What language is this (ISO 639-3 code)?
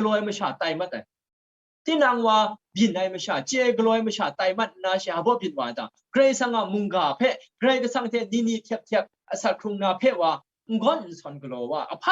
kac